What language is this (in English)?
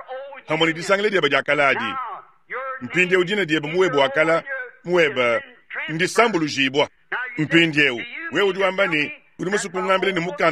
Luba-Lulua